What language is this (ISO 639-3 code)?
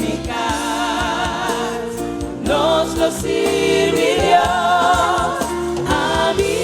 pap